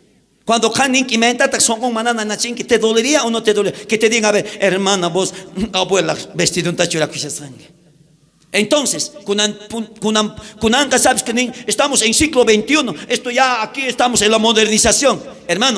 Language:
South Bolivian Quechua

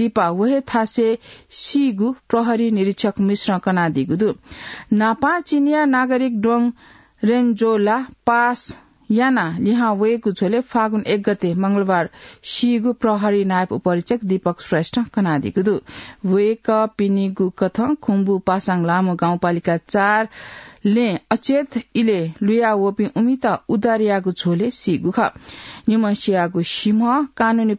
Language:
Newari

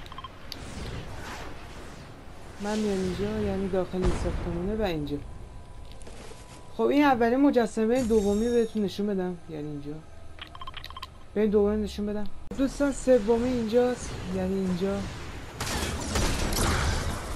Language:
Persian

